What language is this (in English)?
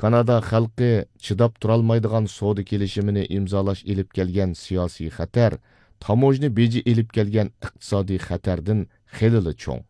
Uyghur